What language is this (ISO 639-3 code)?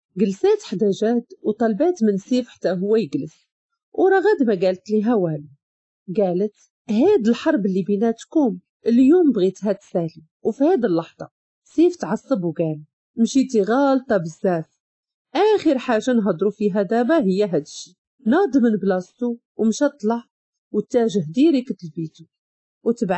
ary